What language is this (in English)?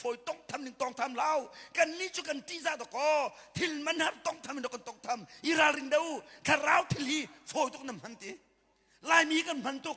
Hakha Chin